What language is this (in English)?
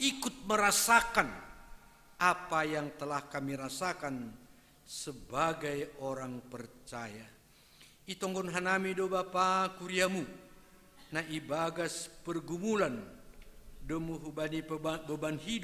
Batak Simalungun